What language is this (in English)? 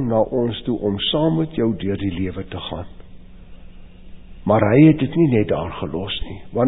Afrikaans